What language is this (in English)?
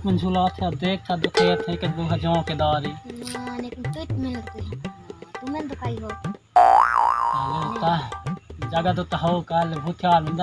Chhattisgarhi